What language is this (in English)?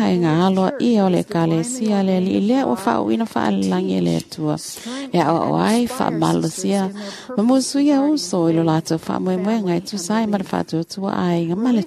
Samoan